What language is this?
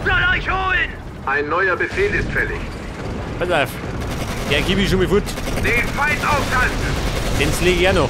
Bavarian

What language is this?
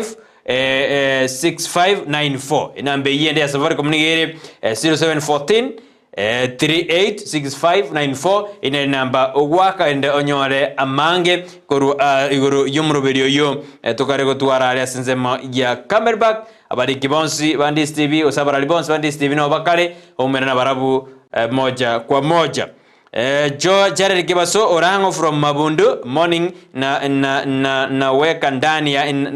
Gusii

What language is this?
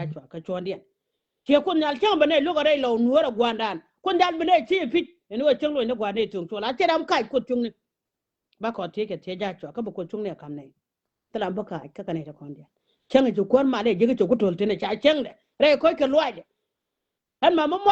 Nuer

